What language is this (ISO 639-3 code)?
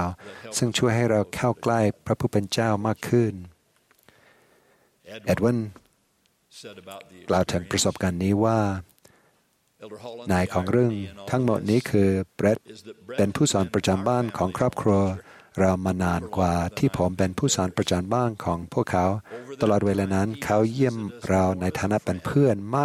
tha